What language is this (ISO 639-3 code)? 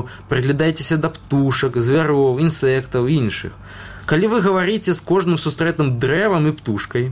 bel